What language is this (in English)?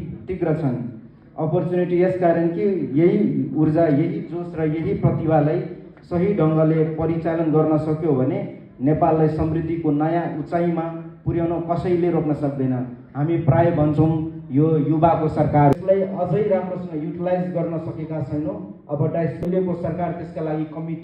Nepali